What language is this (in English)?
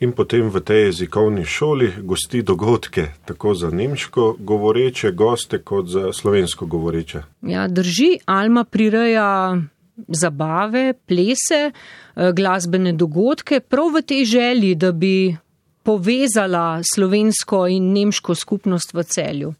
Slovenian